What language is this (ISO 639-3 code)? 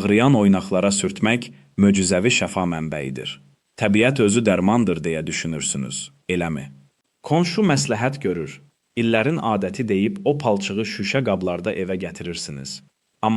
aze